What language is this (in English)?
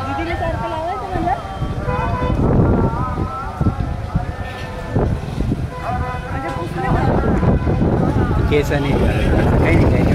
Marathi